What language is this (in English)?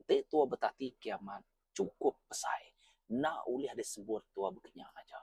Iban